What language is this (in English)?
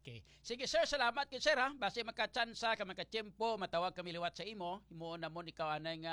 Hiligaynon